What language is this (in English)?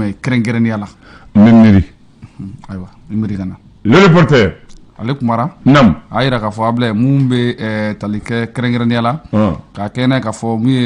Bambara